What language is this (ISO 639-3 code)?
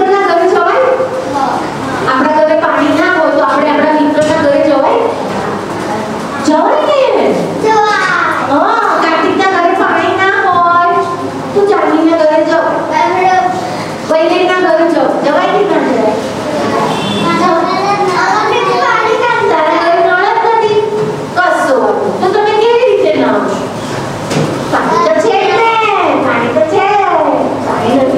guj